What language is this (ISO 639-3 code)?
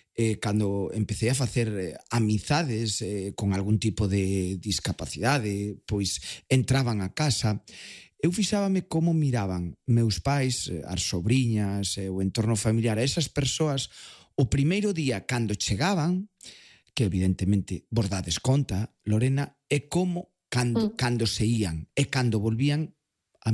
glg